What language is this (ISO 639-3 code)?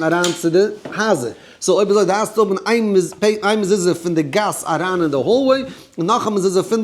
yid